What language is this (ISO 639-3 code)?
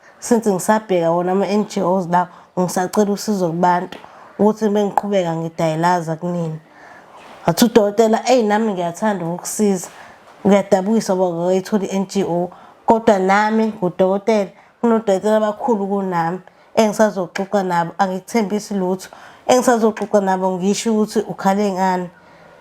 zul